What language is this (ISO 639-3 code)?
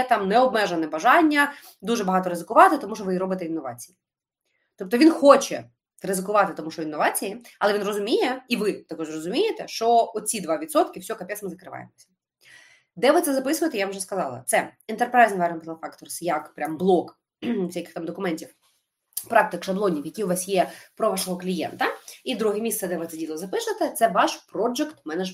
ukr